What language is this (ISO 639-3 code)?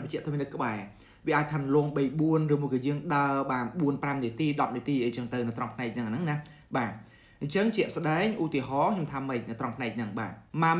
khm